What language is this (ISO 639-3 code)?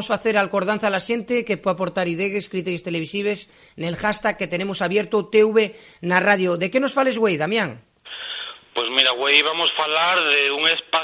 ast